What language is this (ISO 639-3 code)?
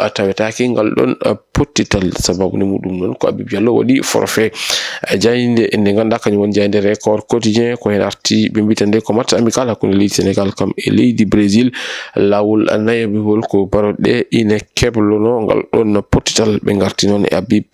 ful